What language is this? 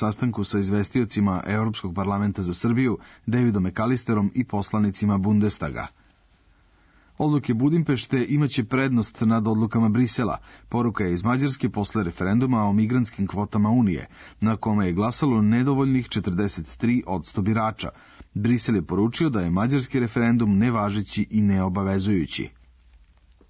Serbian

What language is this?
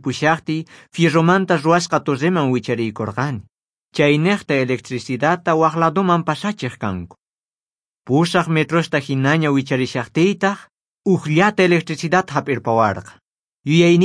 South Bolivian Quechua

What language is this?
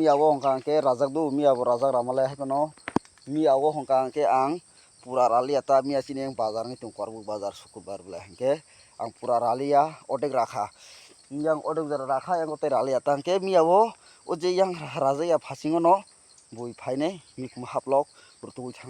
Kok Borok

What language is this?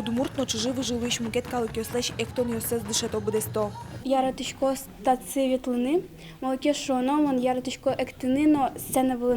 Udmurt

